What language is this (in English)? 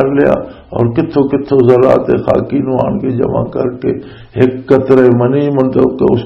Western Panjabi